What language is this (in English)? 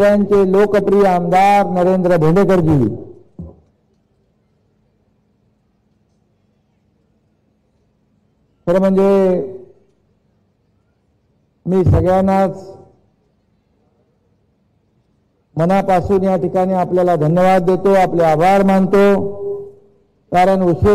Marathi